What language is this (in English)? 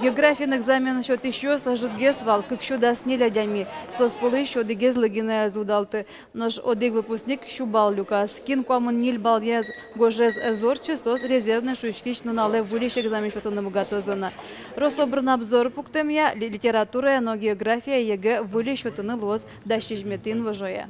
Udmurt